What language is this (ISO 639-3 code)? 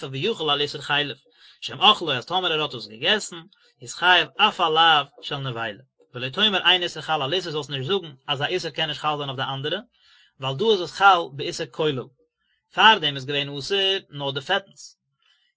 yid